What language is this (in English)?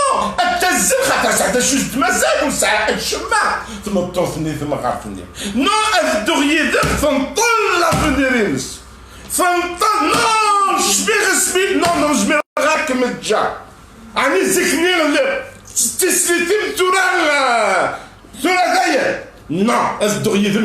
Kabyle